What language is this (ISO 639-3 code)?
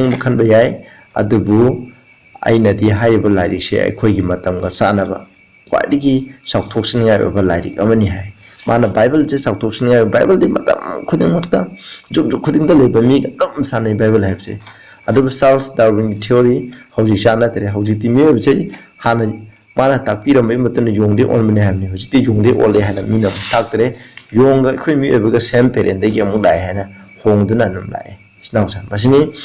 mni